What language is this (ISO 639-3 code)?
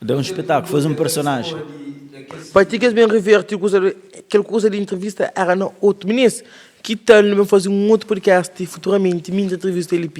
kea